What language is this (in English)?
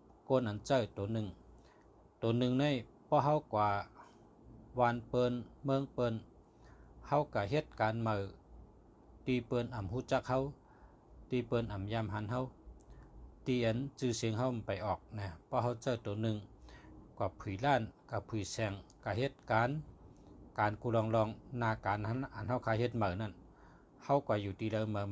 Shan